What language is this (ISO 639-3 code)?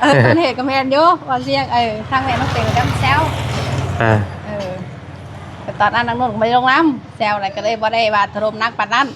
tts